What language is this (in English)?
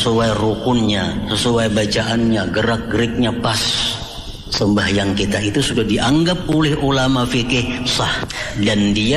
Banjar